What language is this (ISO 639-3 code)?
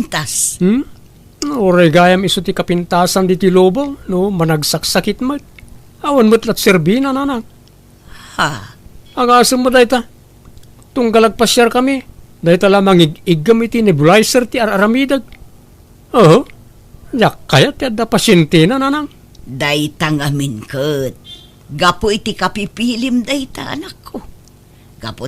ilo